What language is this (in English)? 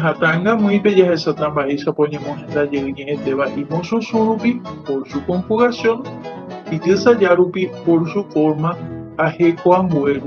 Guarani